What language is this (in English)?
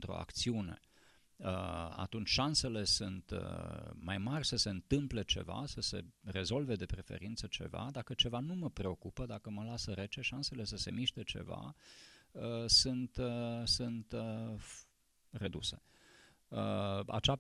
Romanian